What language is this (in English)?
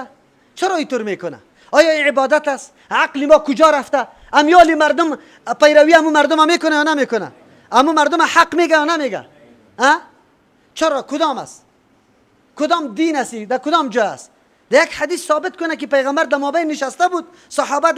Persian